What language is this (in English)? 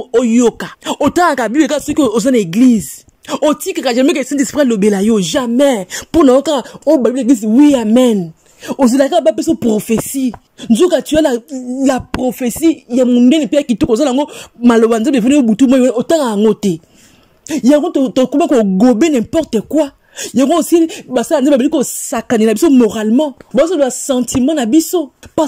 Lingala